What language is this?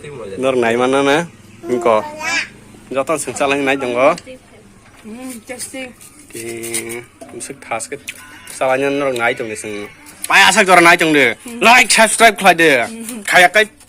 Kok Borok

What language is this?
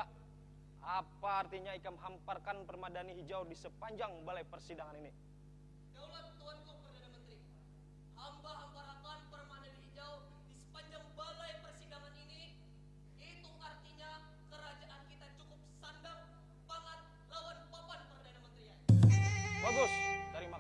Banjar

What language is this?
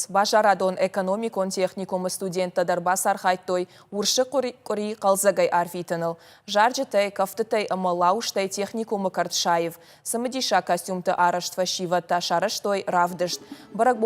Ossetic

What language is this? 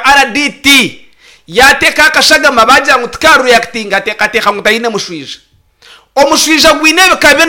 Nyankole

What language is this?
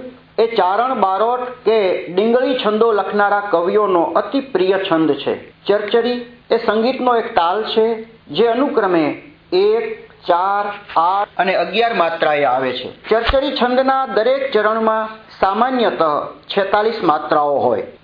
Gujarati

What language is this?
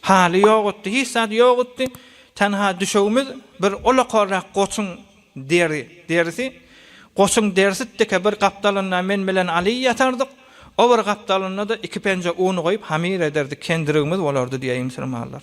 Turkmen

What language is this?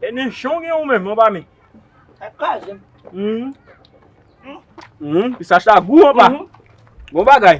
Haitian Creole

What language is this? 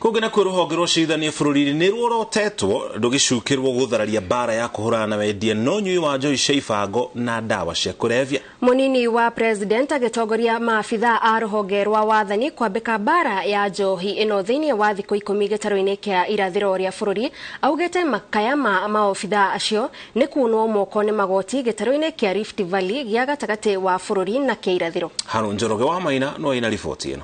Kikuyu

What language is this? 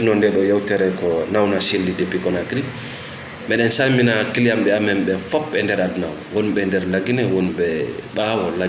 Fula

